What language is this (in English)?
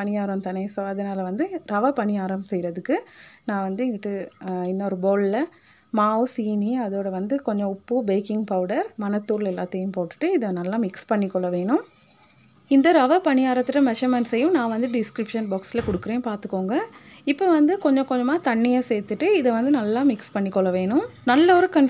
Tamil